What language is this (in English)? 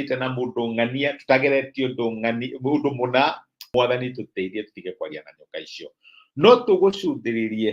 Kikuyu